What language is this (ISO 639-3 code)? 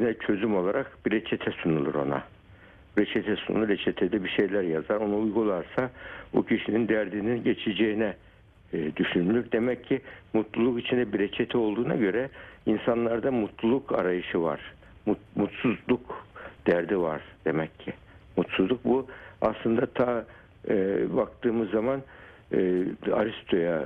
tur